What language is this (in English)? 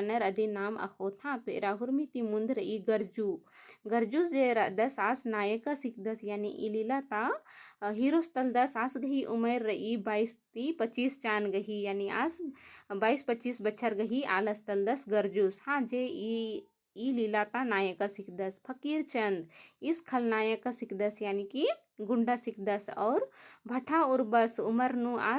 Kurukh